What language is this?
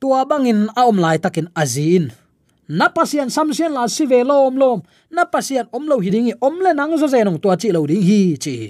Tedim Chin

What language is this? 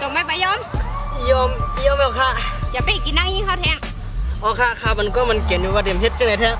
Shan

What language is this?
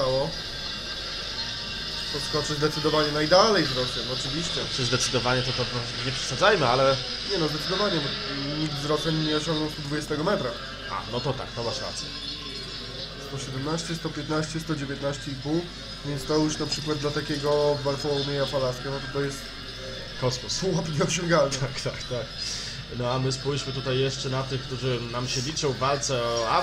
Polish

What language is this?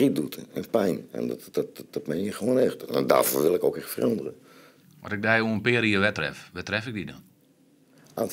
Western Frisian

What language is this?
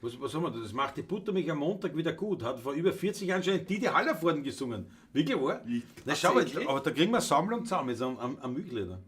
Bavarian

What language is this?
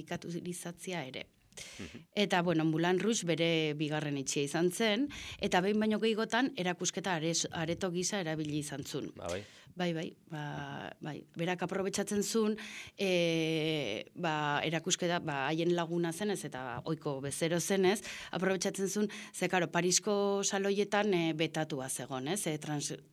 Basque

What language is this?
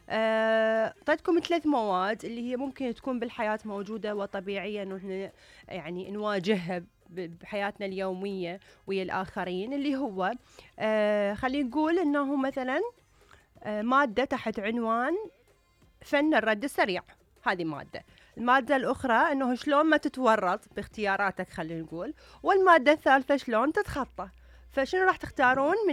Mesopotamian Arabic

